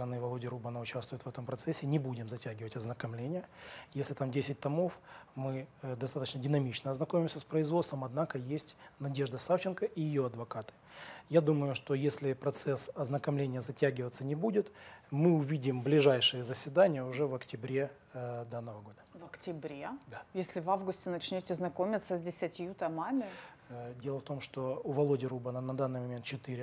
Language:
Russian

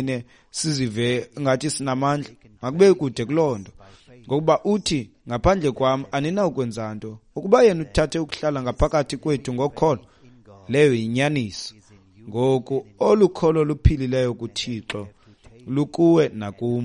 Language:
Xhosa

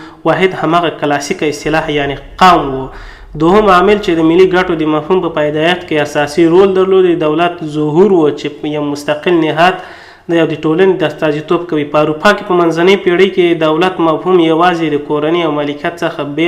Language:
Pashto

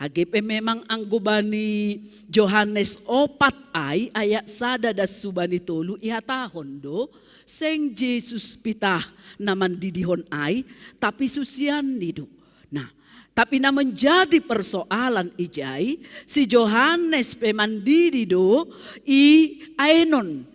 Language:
Batak Simalungun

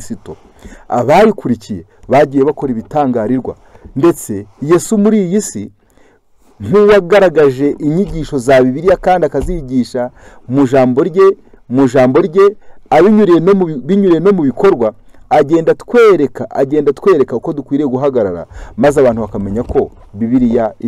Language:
Kinyarwanda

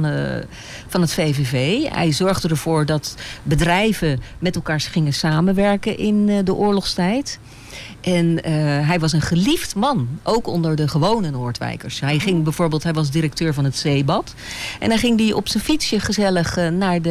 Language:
Dutch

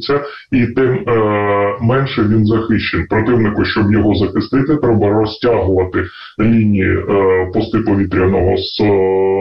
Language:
Ukrainian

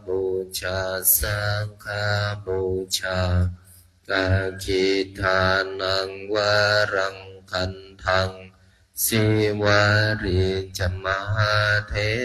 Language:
Pali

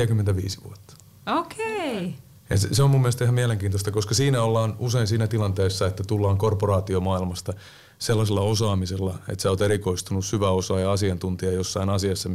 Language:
Finnish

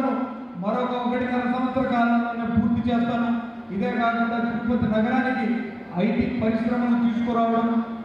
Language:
Telugu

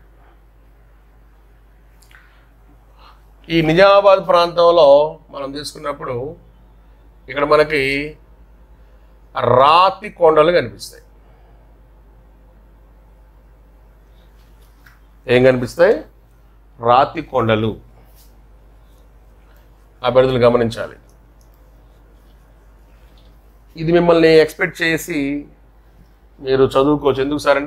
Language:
Telugu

